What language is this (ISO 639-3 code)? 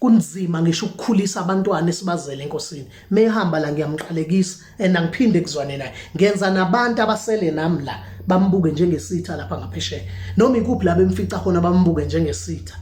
zul